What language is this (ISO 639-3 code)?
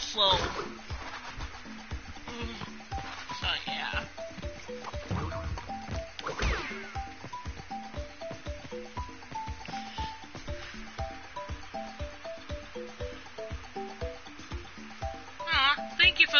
eng